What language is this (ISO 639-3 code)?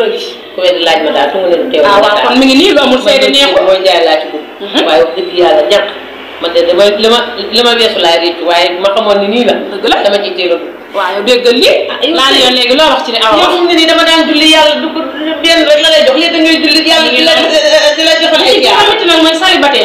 wol